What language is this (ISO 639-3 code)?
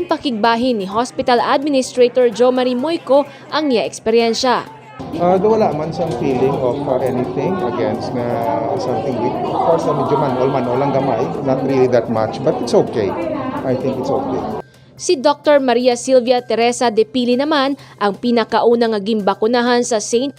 hil